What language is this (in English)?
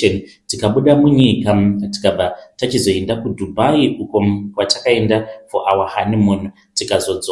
Shona